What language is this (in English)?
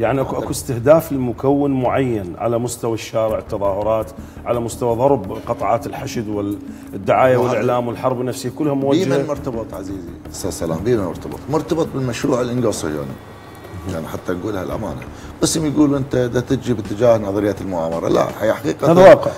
Mesopotamian Arabic